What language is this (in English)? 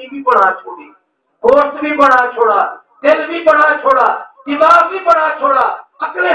Saraiki